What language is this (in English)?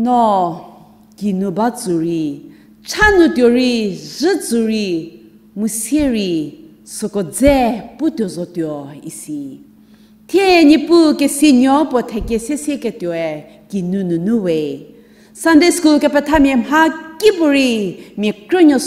Angami Naga